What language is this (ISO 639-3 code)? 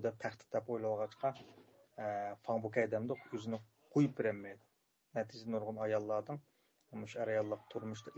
uig